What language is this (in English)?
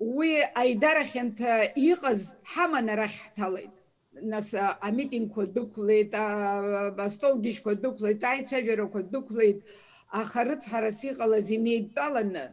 Abkhazian